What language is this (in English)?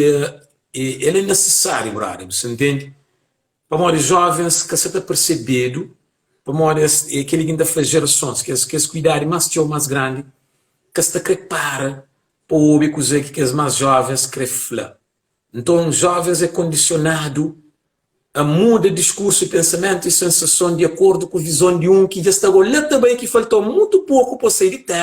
Kabuverdianu